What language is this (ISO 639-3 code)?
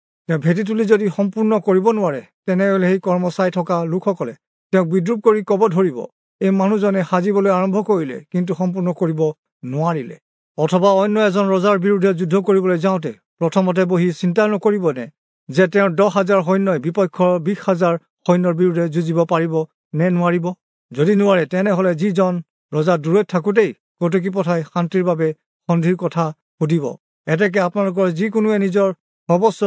asm